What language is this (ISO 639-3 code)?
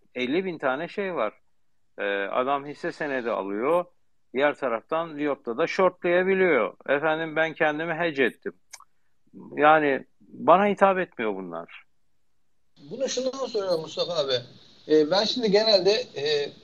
tur